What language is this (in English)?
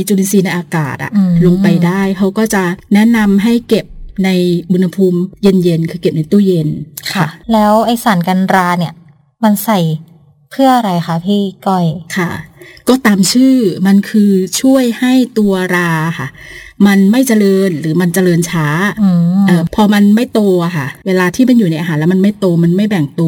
Thai